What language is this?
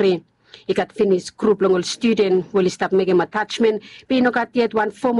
Bislama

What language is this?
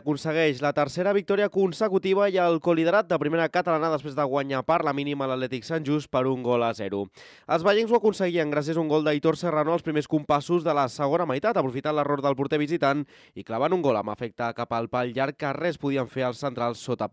Catalan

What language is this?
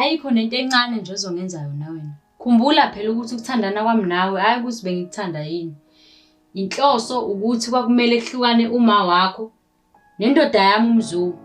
Zulu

